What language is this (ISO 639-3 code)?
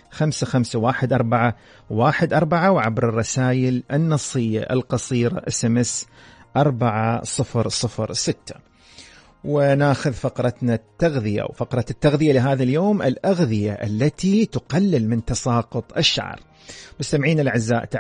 ara